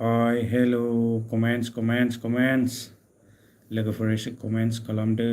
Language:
Bodo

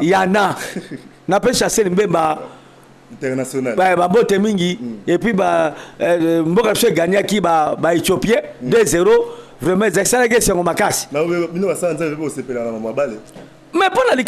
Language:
Lingala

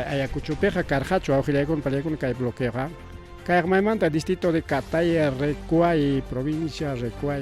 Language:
Ayacucho Quechua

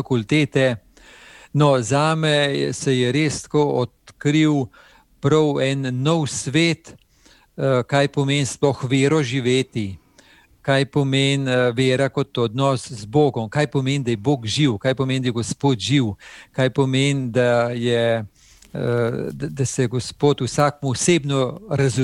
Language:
Slovenian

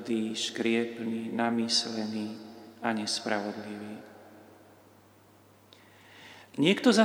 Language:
Slovak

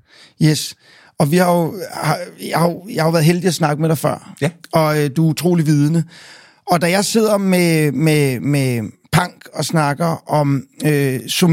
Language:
Danish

